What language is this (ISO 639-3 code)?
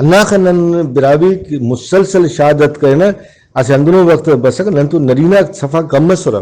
brh